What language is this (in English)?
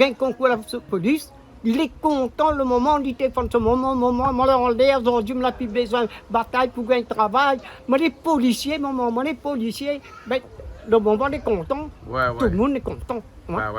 Réunion Creole French